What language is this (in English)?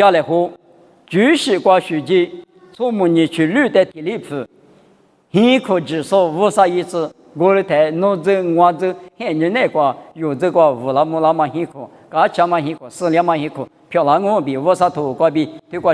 Lisu